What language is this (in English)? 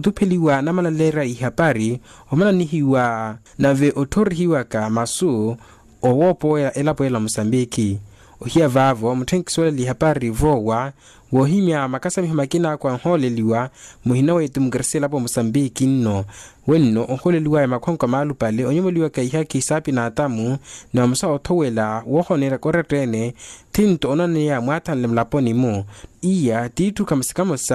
Makhuwa